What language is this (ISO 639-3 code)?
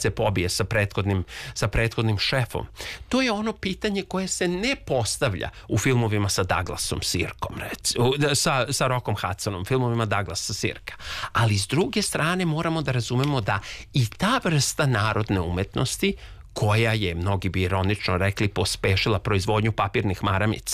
srp